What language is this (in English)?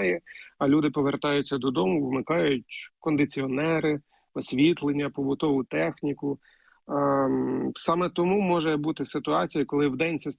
Ukrainian